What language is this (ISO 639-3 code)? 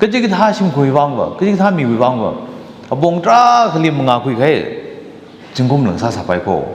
nmf